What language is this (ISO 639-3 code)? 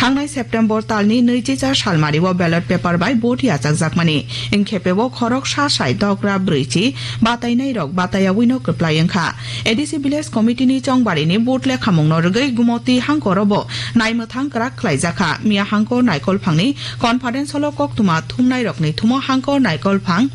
trp